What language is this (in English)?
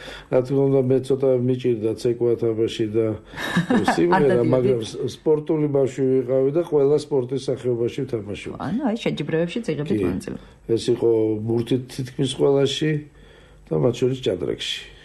Georgian